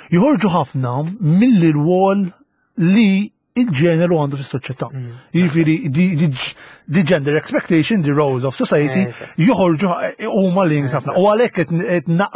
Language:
Maltese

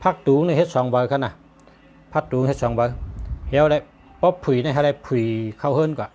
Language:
Shan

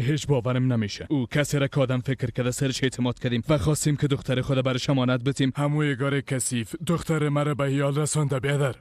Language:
Persian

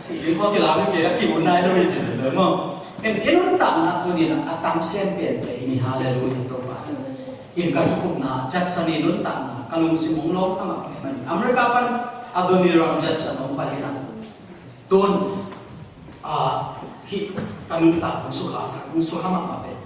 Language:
Tedim Chin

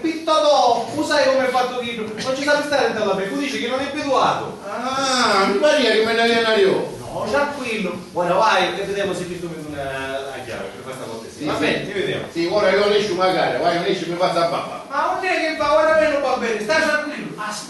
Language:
Sicilian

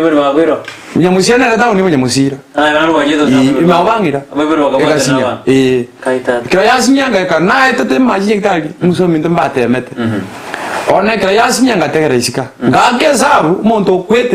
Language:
Gusii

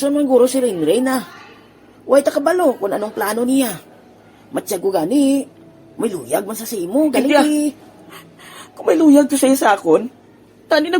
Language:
Hiligaynon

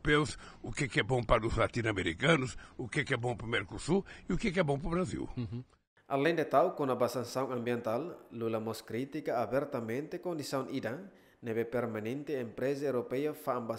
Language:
Tetum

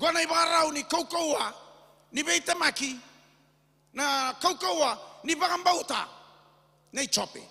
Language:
Fijian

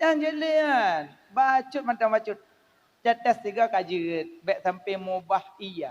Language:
Achinese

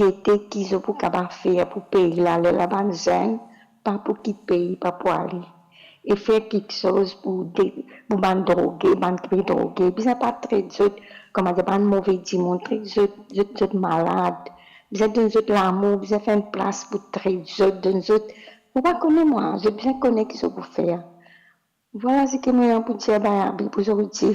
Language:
Morisyen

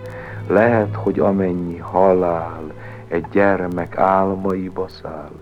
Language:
Hungarian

